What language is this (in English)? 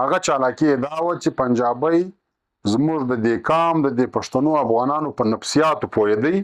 Pashto